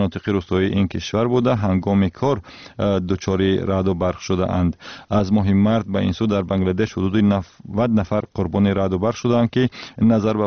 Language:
Tajik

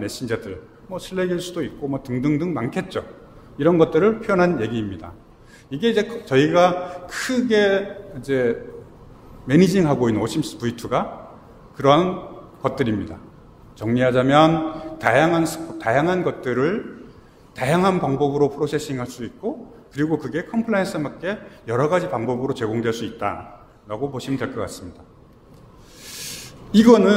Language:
Korean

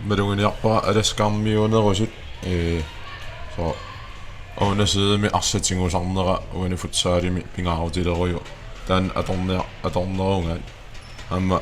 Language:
Kalaallisut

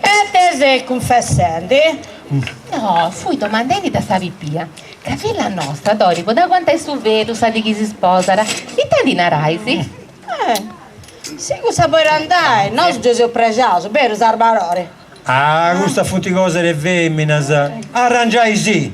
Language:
Sardinian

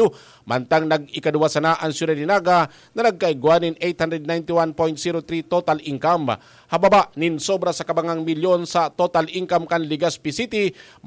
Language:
Bikol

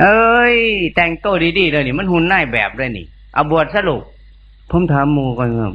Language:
Northeastern Thai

